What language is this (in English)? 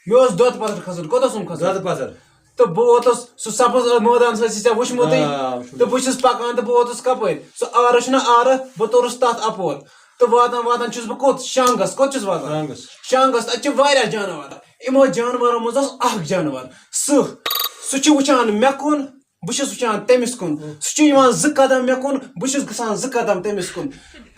Kashmiri